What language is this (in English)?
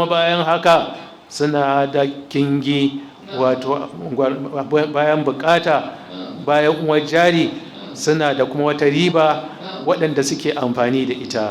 Hausa